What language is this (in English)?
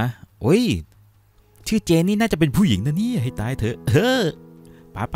Thai